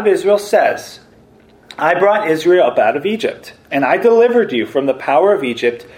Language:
English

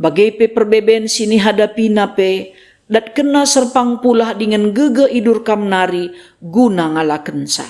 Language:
Batak Karo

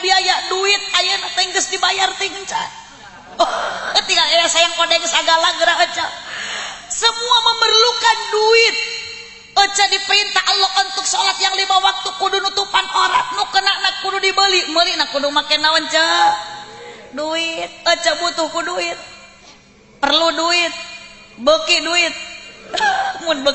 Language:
Sundanese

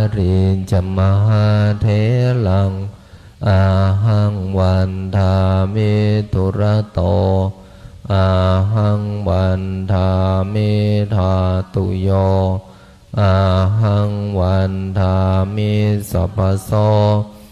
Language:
Pali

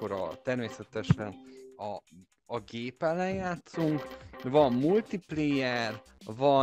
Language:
Hungarian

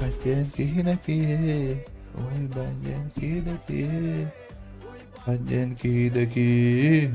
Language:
Yakut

